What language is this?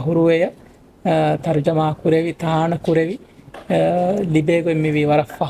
Divehi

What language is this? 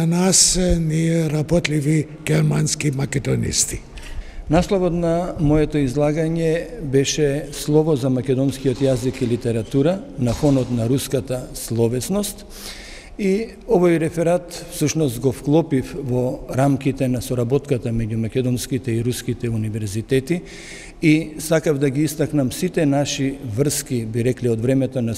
Macedonian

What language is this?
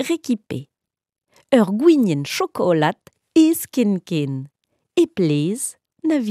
Breton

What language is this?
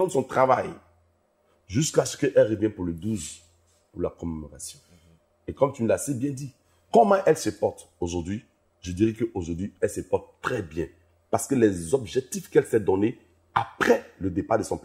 French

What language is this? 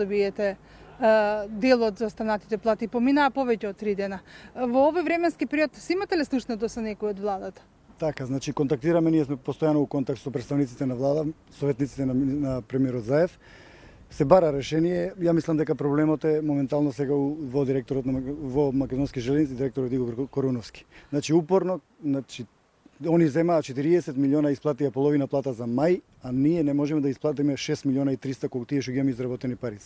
Macedonian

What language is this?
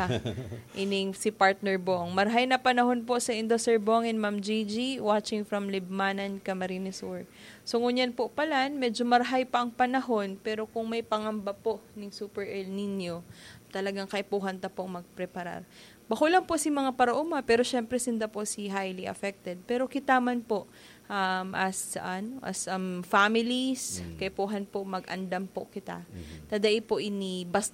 Bikol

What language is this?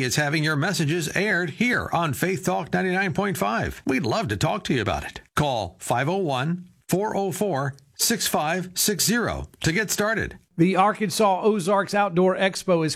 English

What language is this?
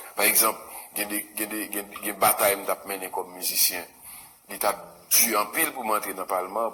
Haitian Creole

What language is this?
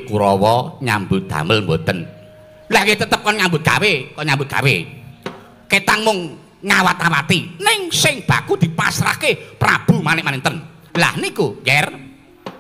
Javanese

